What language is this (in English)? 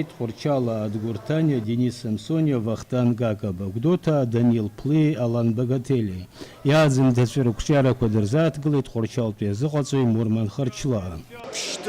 Abkhazian